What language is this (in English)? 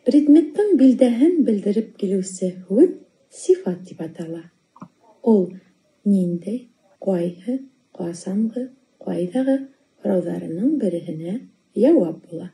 Bashkir